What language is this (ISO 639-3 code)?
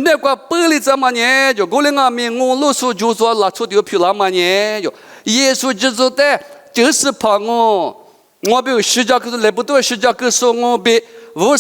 lis